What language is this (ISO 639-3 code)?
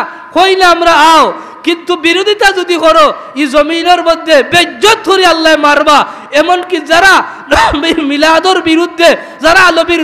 syl